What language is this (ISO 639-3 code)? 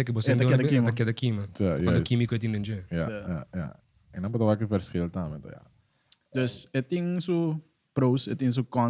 pap